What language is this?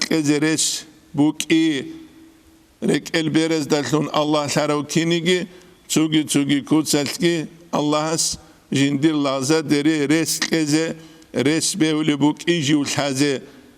Avaric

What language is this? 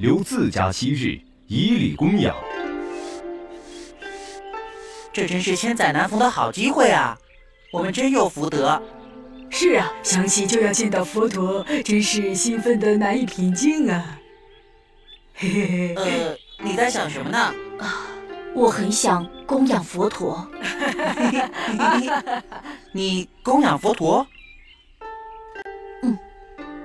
Chinese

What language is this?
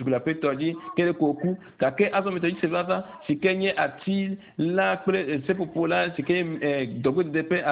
Ewe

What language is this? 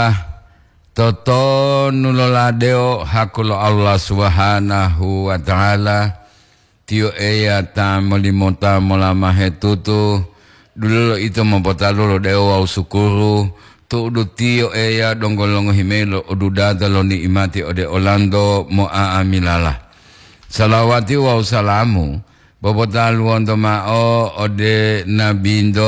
Gorontalo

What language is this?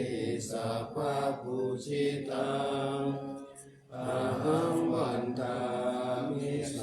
Pali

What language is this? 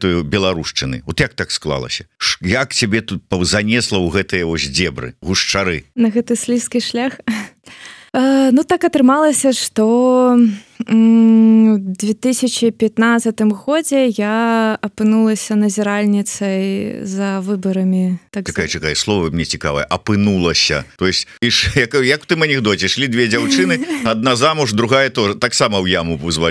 Belarusian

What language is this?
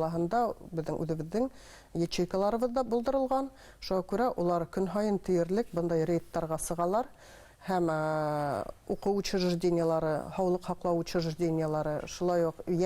Bashkir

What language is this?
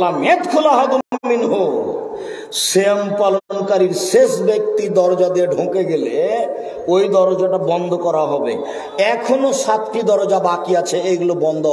Bangla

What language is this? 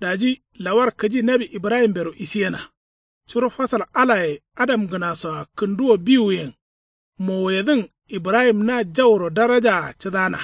Kanuri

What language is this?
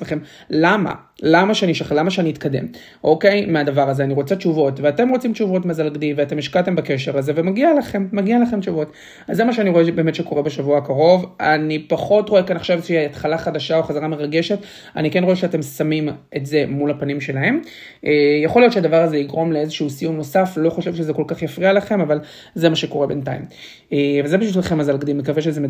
Hebrew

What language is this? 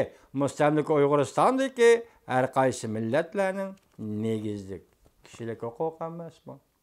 Uyghur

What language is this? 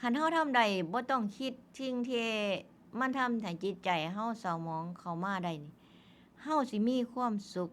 Northeastern Thai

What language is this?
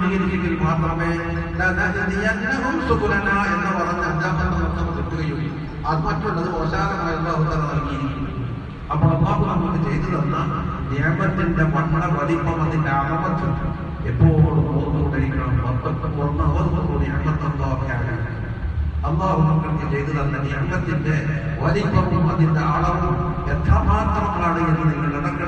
Malayalam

